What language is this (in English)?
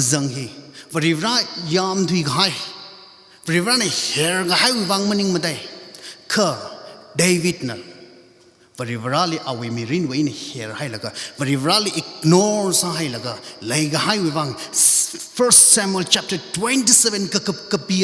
Tangkhul Naga (India)